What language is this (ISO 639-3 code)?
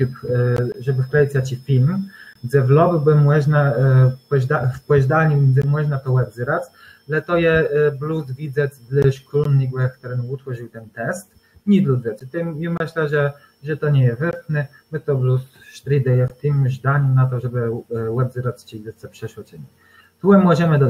csb